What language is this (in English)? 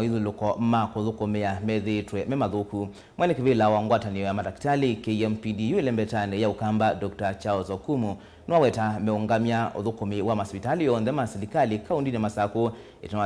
Kamba